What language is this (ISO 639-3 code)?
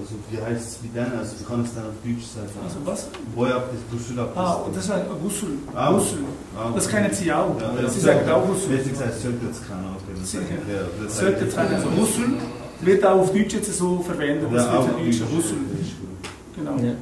gsw